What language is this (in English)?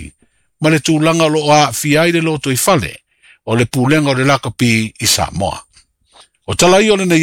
Samoan